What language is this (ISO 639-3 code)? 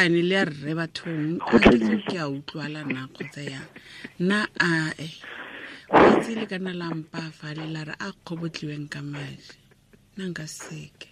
tsn